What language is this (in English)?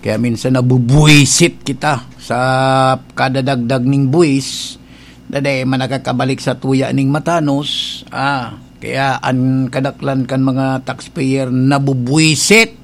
Bikol